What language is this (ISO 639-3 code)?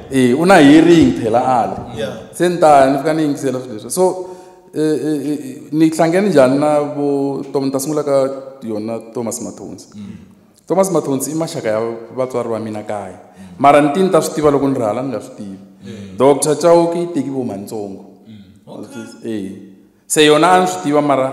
tso